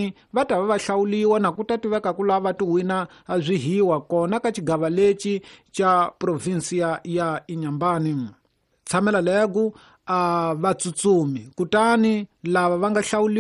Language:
Tsonga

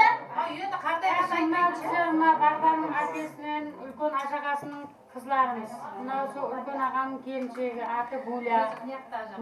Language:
Kara-Kalpak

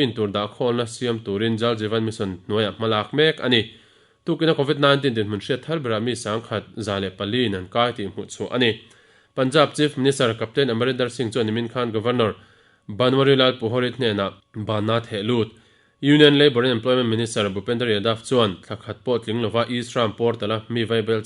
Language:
Mizo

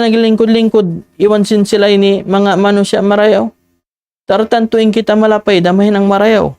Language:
Tausug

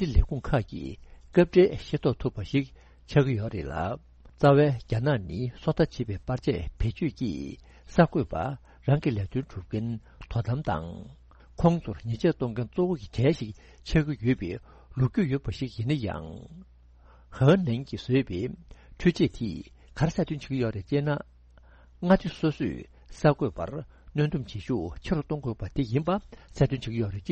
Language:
Tibetan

